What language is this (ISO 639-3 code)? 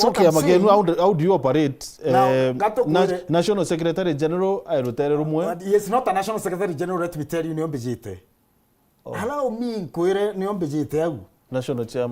mer